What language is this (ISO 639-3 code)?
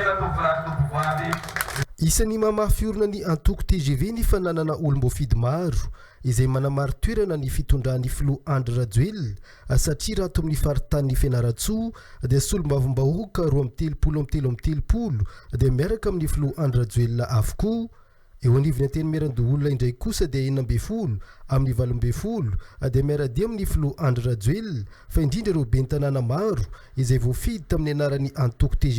mlg